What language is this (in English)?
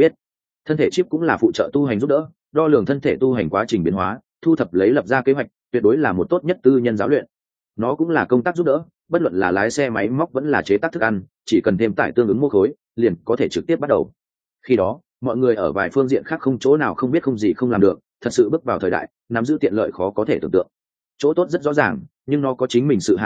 Vietnamese